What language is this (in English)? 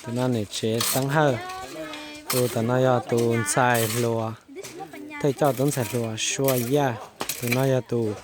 Hmong